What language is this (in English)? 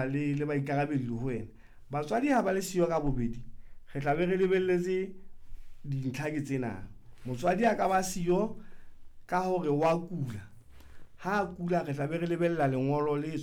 Southern Sotho